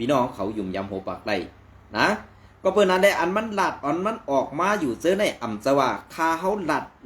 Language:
Shan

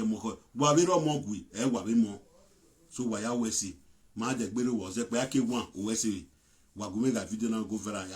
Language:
Nigerian Pidgin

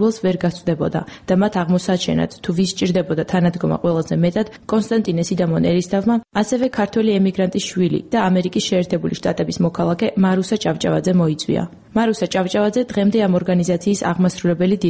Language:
Georgian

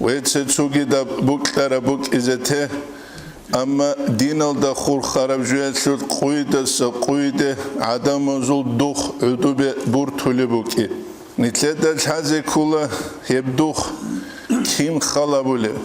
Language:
Avaric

